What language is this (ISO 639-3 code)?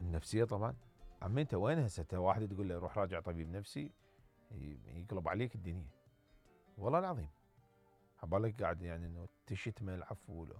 acm